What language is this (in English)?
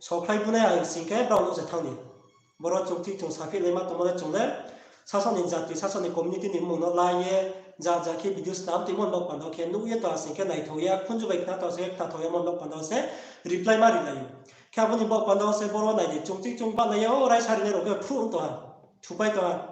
Riang (India)